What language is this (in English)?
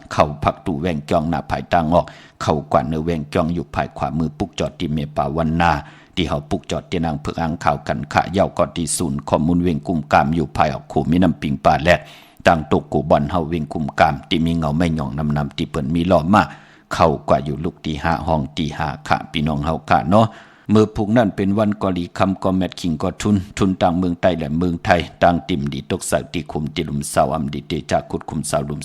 Shan